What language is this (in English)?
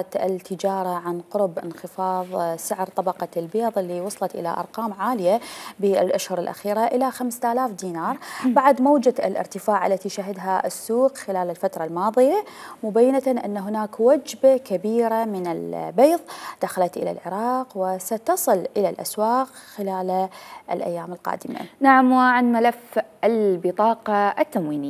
Mesopotamian Arabic